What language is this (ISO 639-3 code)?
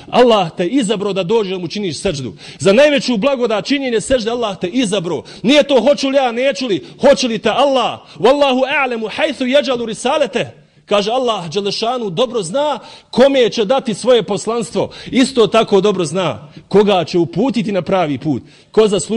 bos